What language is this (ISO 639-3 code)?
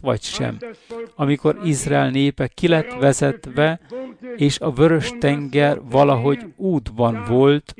hun